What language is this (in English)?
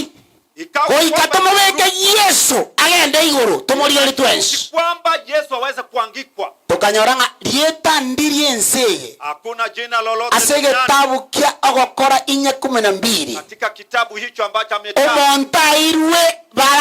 Gusii